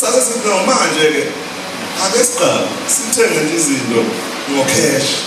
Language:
Zulu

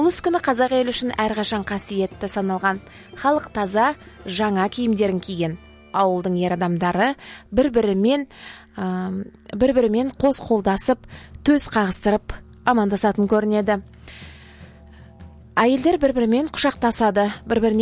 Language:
Kazakh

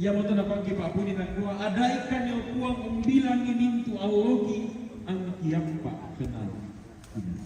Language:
Toraja-Sa'dan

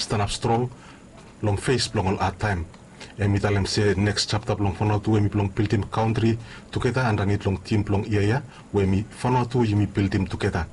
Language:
Bislama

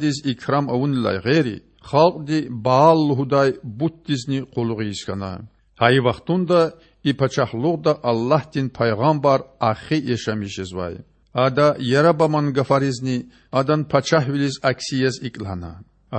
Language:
Lezghian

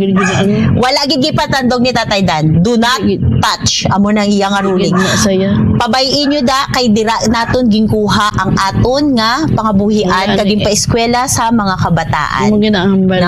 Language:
Hiligaynon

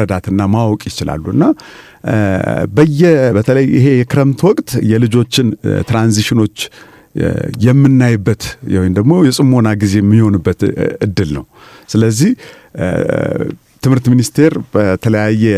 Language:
Amharic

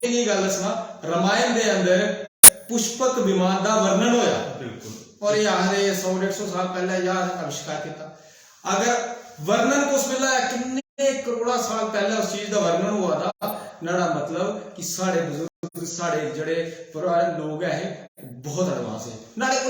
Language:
Dogri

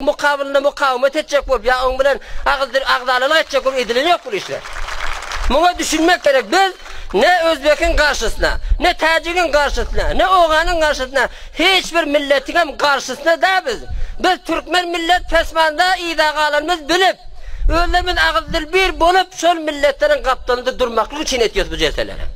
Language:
Turkmen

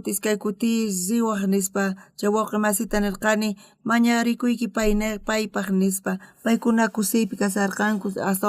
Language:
South Bolivian Quechua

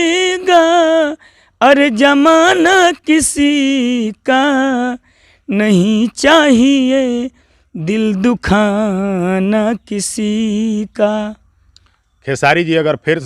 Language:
Bhojpuri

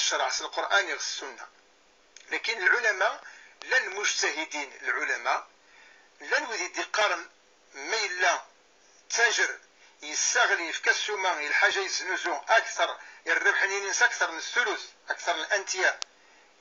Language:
Kabyle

